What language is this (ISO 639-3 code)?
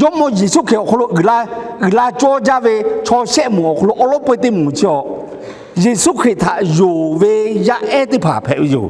lhu